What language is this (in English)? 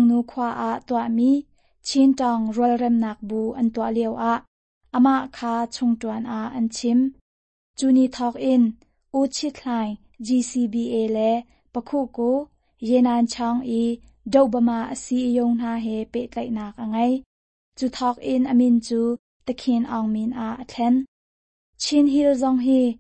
Hakha Chin